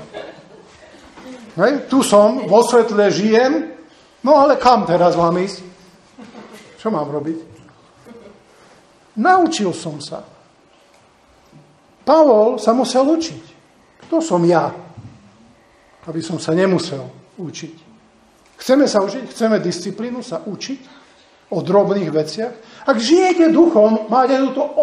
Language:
Slovak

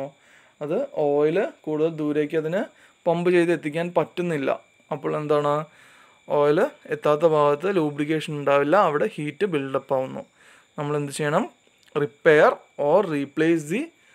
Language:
Malayalam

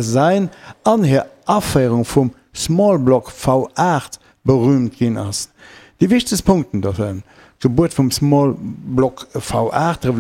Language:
Luxembourgish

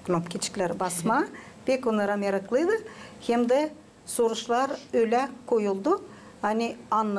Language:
Gagauz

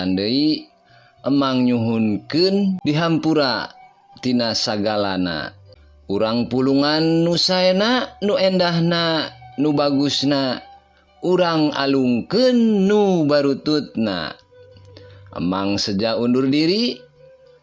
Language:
Sundanese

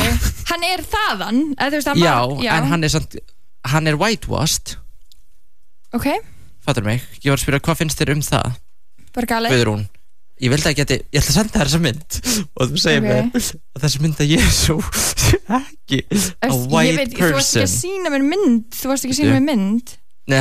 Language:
Icelandic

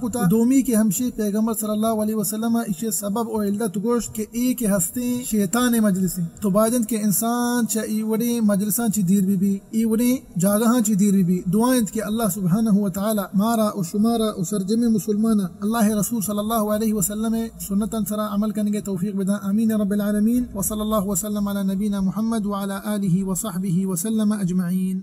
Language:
Eastern Balochi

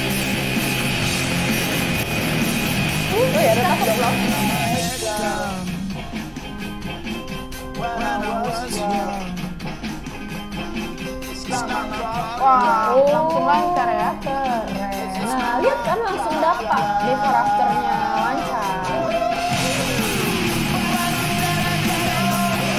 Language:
Indonesian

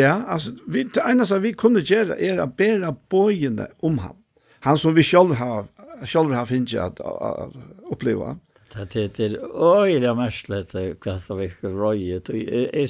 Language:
Faroese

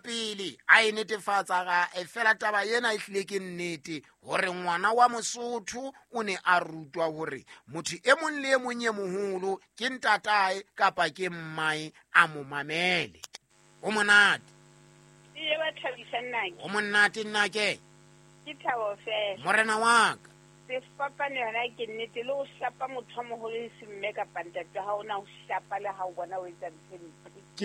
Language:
Southern Sotho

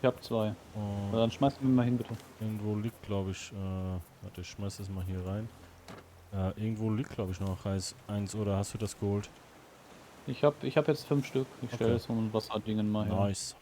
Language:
Swiss German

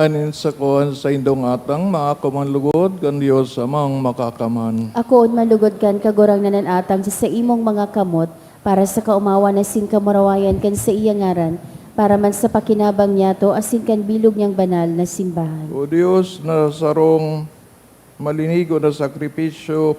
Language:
Bikol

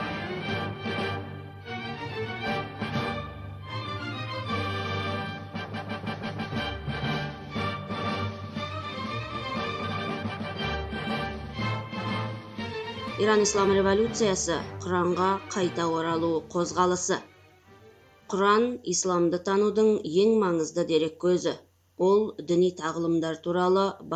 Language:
Kazakh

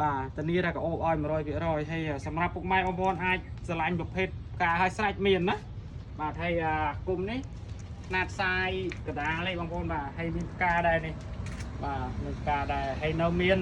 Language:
Khmer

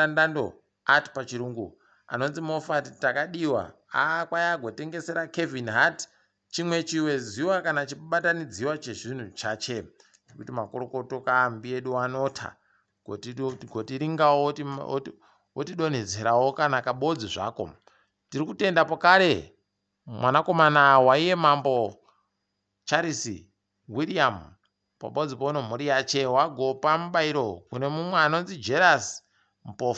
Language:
Ndau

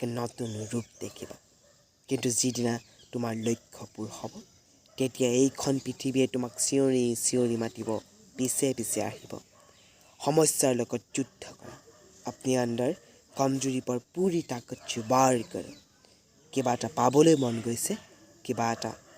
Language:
Assamese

